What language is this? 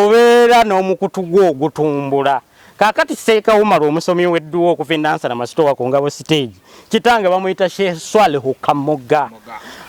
Ganda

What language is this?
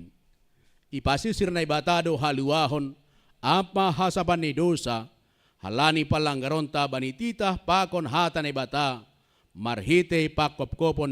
Batak Simalungun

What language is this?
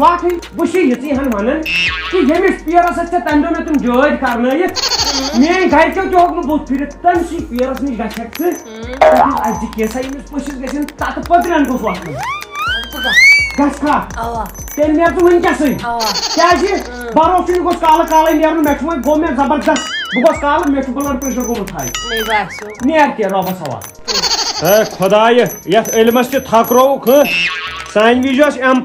Kashmiri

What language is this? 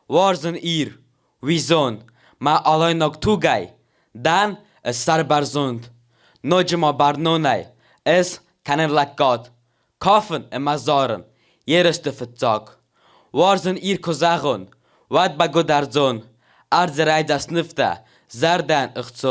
Ossetic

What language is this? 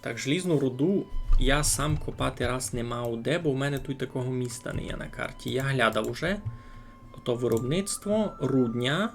Rusyn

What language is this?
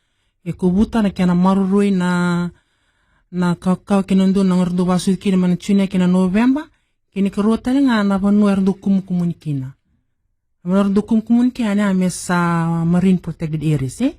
Fijian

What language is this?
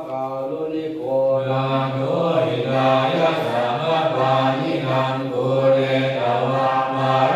Pali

